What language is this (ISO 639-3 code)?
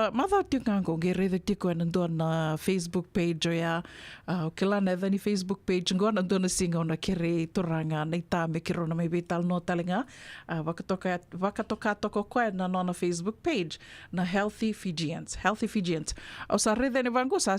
fij